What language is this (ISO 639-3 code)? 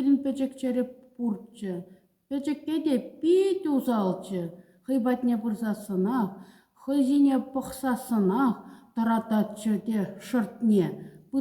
chv